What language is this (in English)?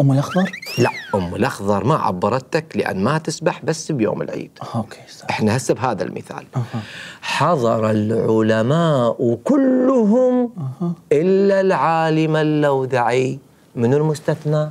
Mesopotamian Arabic